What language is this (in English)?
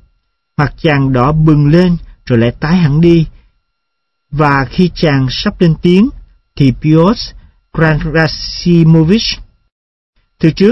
Vietnamese